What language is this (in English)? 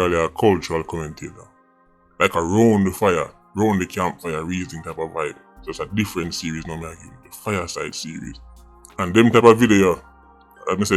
Jamaican Creole English